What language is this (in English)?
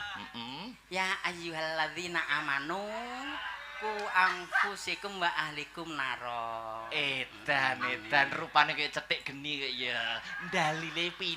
Javanese